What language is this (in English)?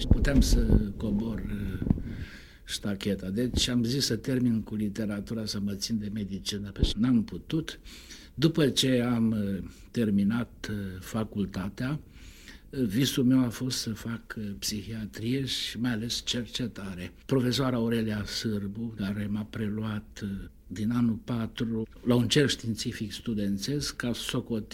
Romanian